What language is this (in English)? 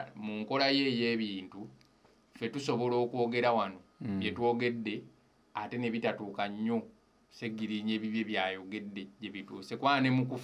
Ganda